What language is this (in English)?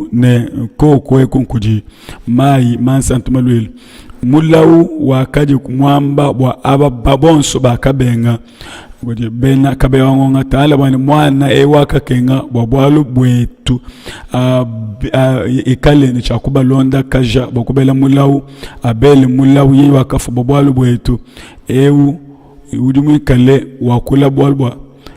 Luba-Lulua